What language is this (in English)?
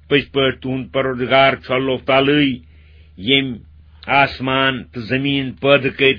Kashmiri